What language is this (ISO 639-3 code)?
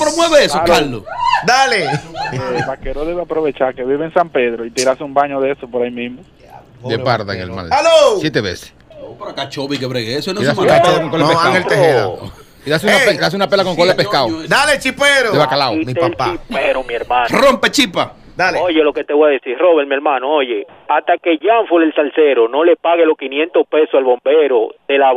spa